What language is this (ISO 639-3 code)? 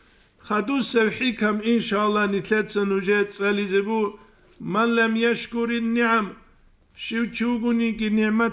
ava